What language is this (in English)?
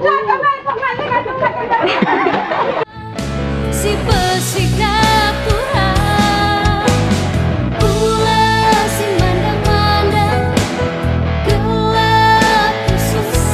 Batak Karo